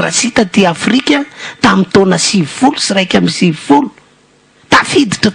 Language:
Malagasy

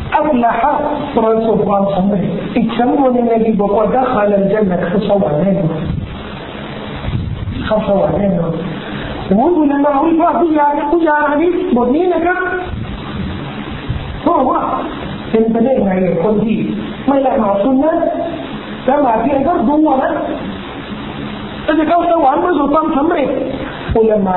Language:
Thai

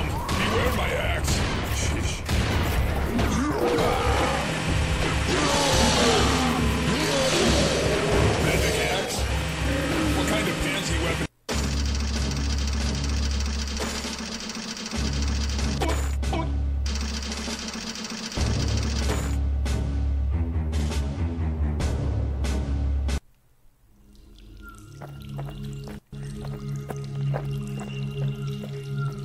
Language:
English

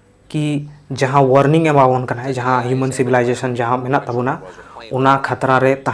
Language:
Santali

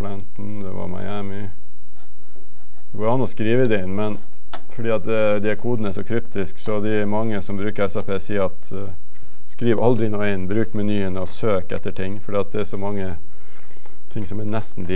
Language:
Norwegian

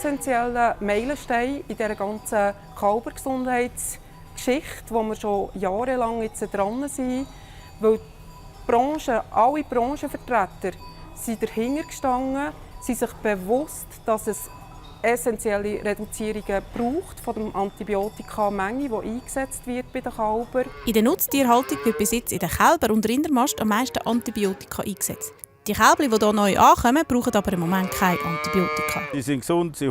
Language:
Swiss German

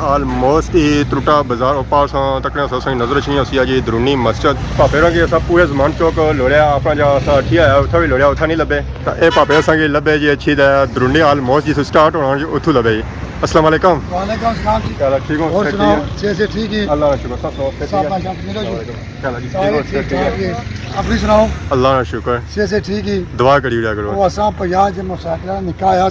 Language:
Pahari-Potwari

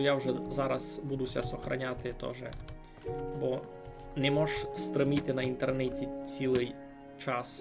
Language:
Rusyn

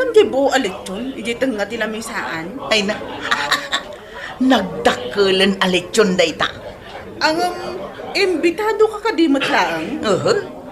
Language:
Iloko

